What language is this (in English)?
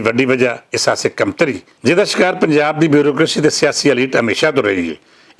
Western Panjabi